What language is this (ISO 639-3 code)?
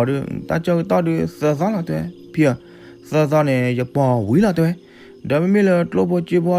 ksw